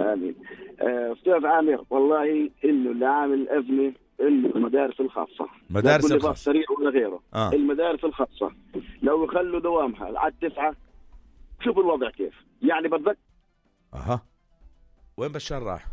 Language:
North Levantine Arabic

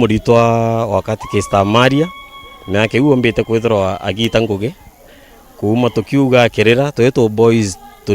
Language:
Meru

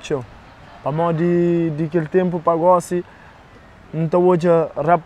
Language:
Kabuverdianu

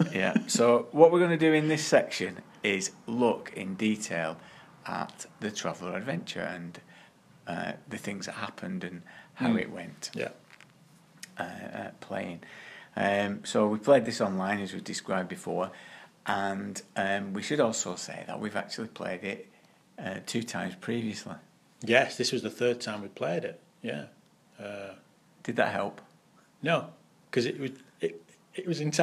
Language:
English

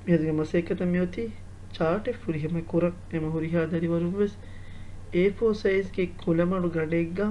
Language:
Divehi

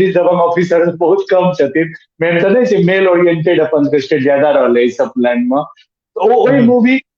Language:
Maithili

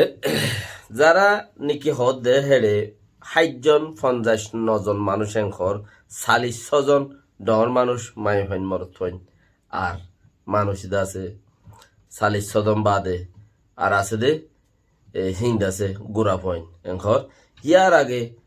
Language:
Rohingya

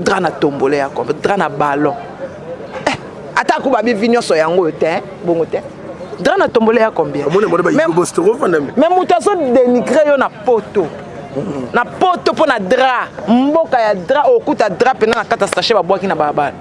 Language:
Lingala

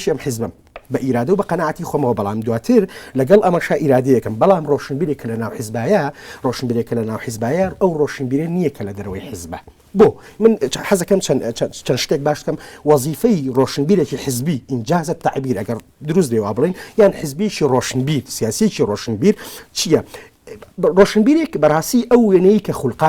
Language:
Central Kurdish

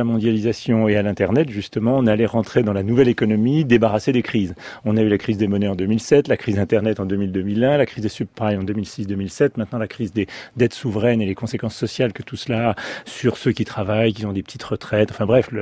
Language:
French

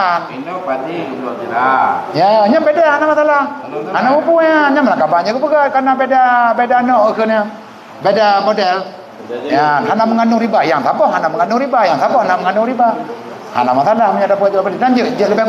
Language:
Achinese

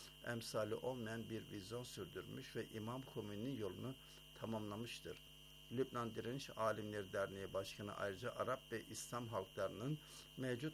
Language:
Turkish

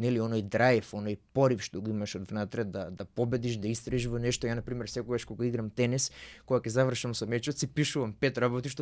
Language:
Macedonian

